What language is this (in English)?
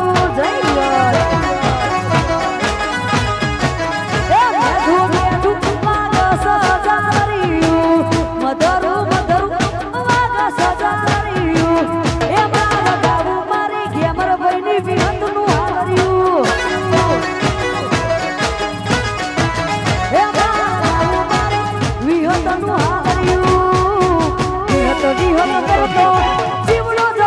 Gujarati